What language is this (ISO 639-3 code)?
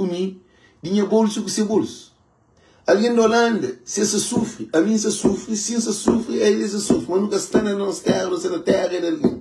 kea